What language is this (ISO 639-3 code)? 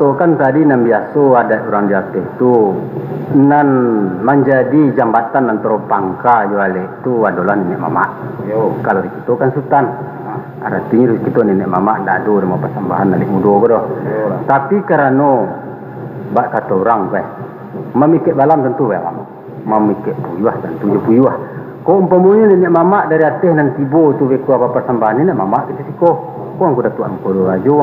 min